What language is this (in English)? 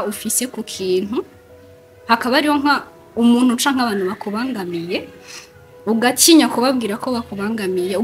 Rundi